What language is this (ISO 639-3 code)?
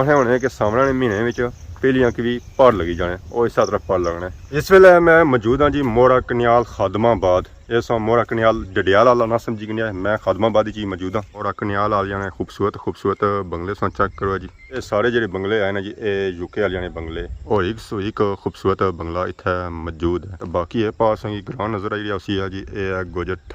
phr